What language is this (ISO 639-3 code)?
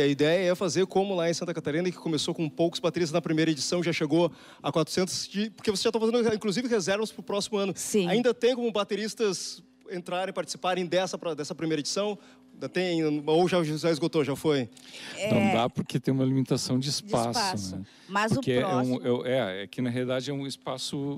por